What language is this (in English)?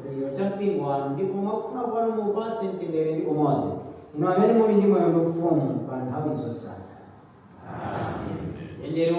Nyanja